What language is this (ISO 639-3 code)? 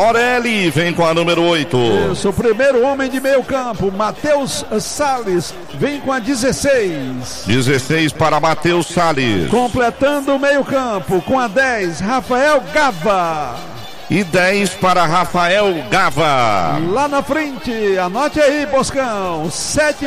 por